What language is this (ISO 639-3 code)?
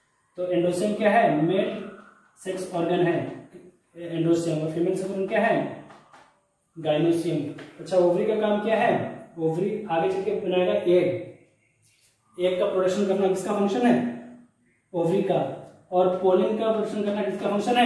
hin